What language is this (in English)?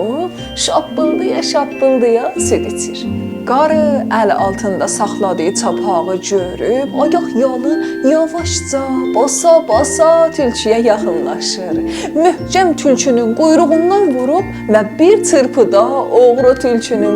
South Azerbaijani